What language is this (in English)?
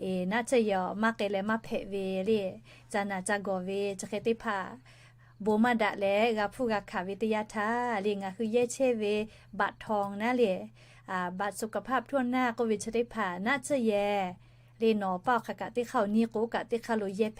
Lahu